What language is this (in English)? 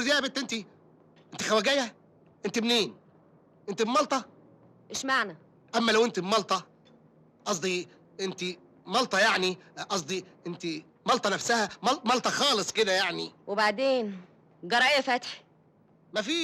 Egyptian Arabic